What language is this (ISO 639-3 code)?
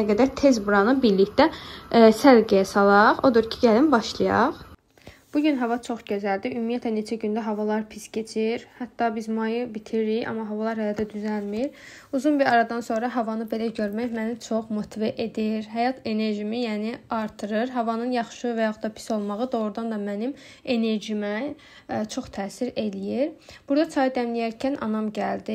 aze